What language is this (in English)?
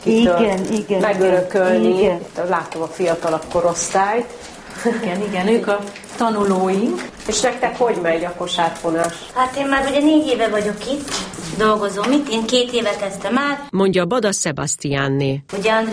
Hungarian